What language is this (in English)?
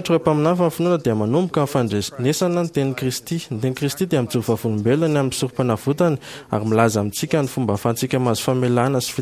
Malagasy